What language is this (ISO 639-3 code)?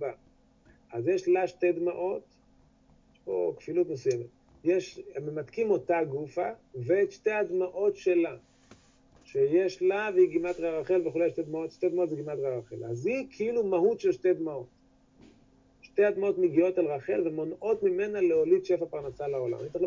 heb